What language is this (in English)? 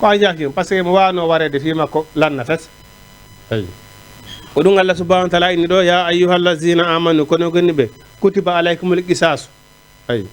Fula